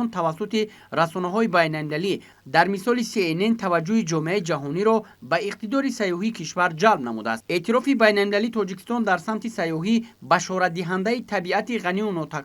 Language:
Tajik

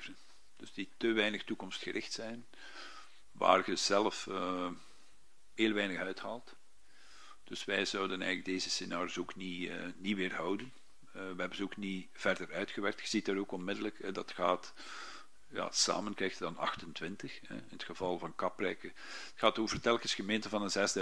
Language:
Dutch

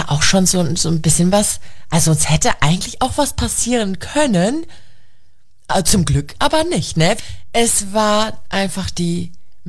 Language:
German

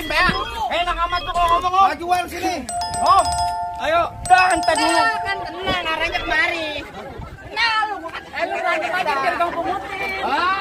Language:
Betawi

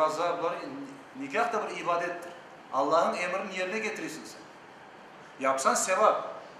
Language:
Crimean Tatar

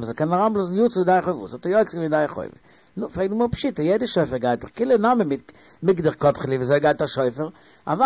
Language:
Yiddish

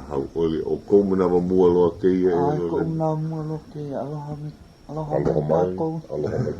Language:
Hawaiian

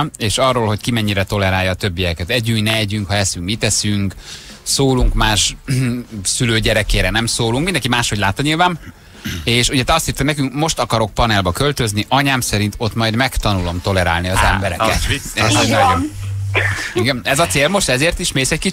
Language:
Hungarian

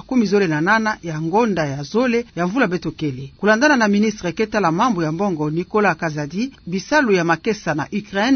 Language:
Kituba (Democratic Republic of Congo)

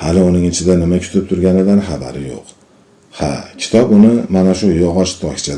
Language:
Uzbek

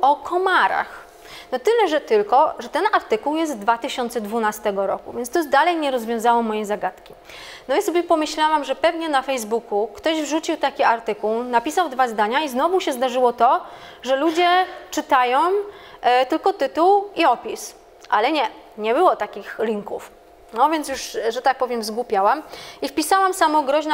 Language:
Polish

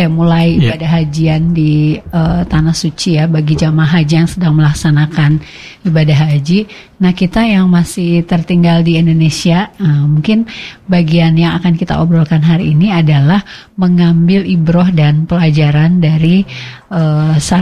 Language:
Indonesian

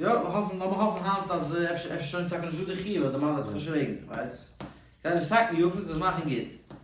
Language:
Yiddish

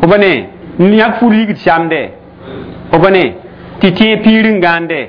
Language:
Mossi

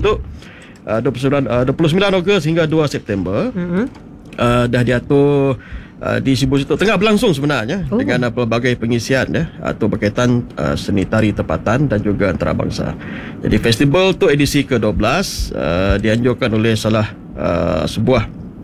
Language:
Malay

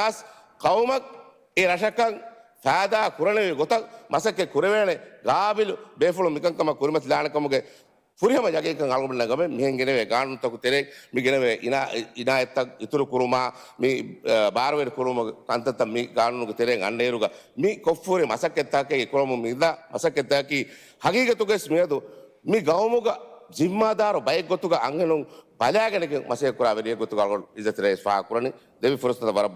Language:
Divehi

